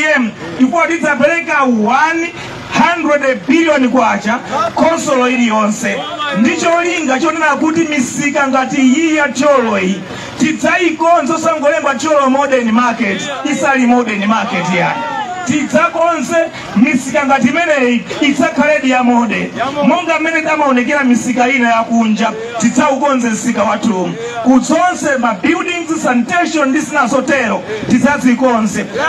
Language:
Nyanja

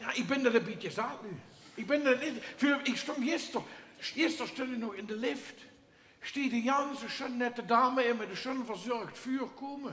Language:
Limburgish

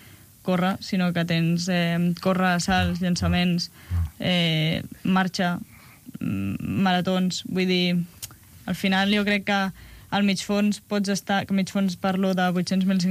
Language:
Catalan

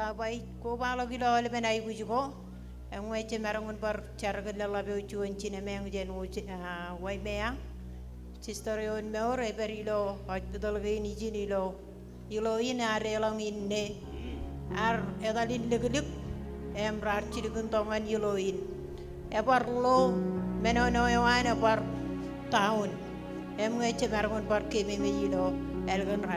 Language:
Marshallese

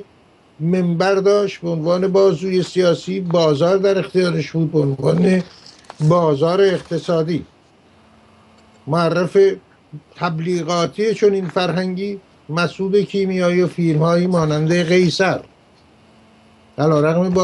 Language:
Persian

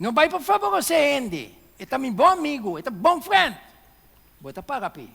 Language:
Papiamento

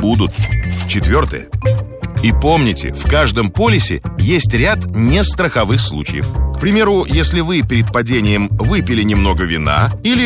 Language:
Russian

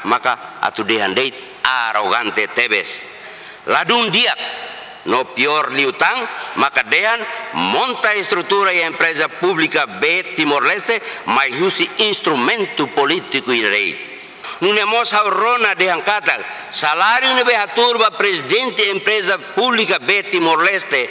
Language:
Tetum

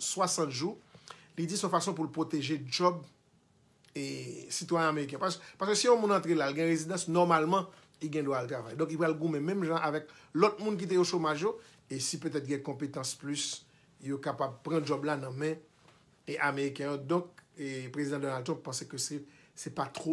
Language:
Haitian Creole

